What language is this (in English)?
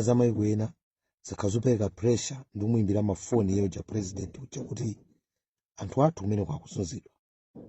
Nyanja